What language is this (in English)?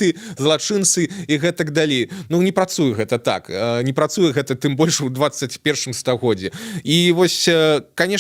Belarusian